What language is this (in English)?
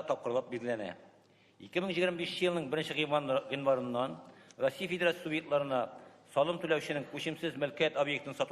Tatar